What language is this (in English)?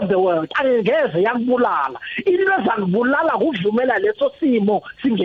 South Ndebele